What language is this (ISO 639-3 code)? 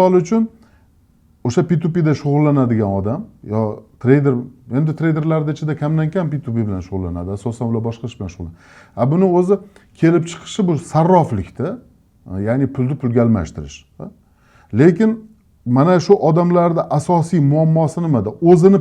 uzb